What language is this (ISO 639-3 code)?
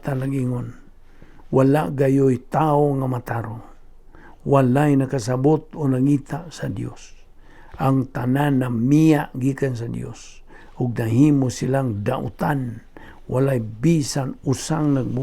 ceb